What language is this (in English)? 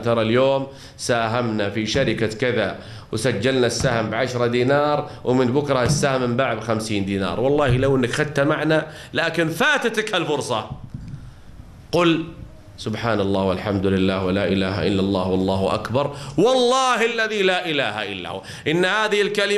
Arabic